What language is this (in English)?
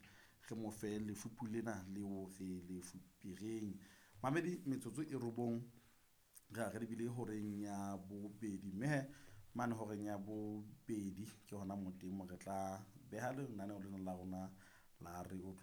Southern Sotho